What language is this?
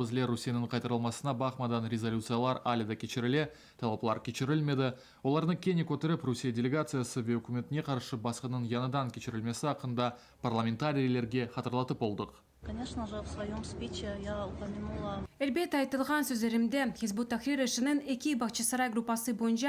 Crimean Tatar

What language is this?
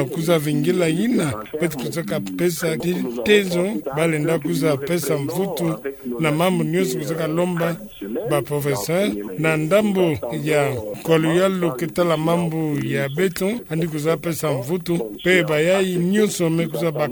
Kituba (Democratic Republic of Congo)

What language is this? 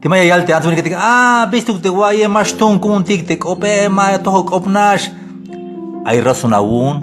Tzeltal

